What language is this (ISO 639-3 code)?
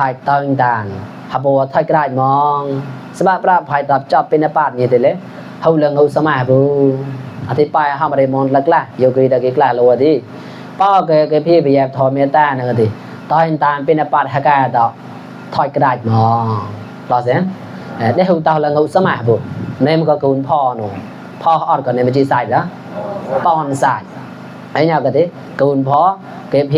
mnw